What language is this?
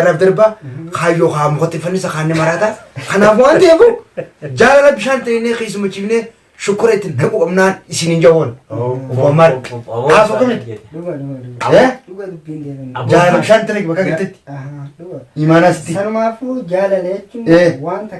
Oromo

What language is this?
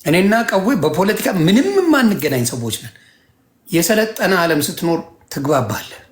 Amharic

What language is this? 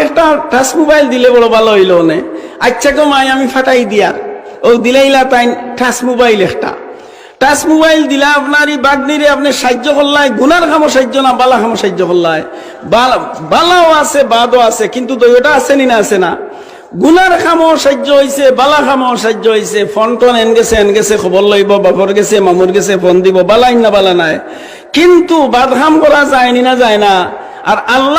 Sylheti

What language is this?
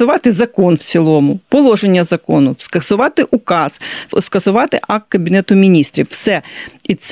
Ukrainian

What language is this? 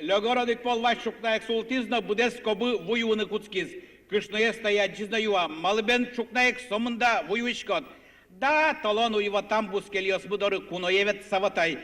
Udmurt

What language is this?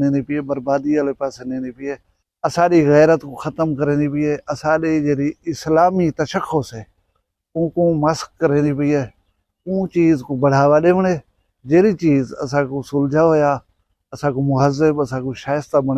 Saraiki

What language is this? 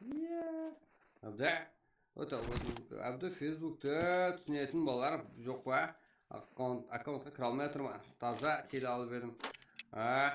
Kara-Kalpak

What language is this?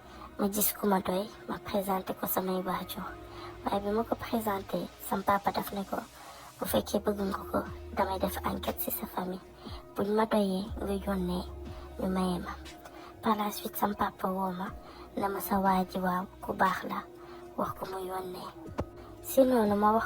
Wolof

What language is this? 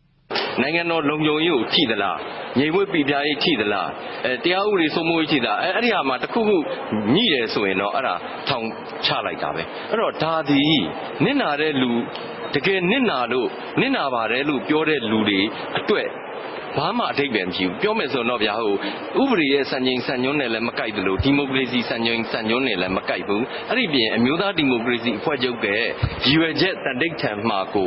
Burmese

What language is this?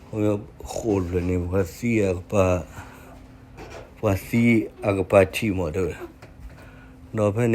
S'gaw Karen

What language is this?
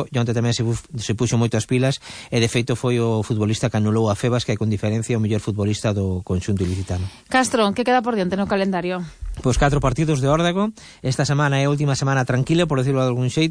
Galician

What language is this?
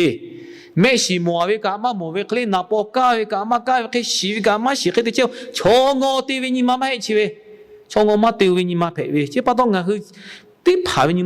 Lahu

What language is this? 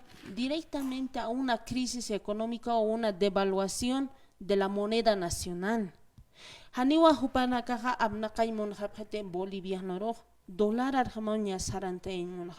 Aymara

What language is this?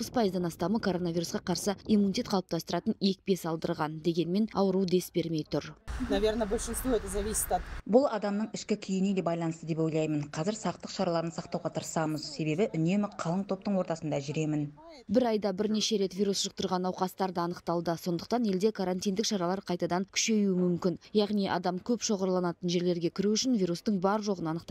Kazakh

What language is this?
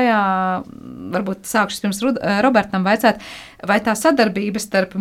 Latvian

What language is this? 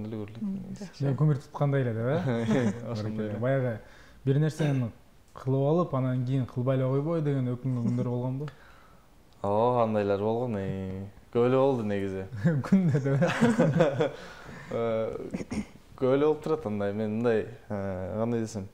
Kyrgyz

